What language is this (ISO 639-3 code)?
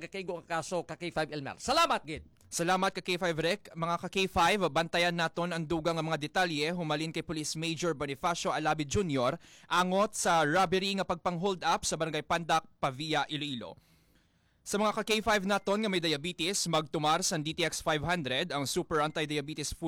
hil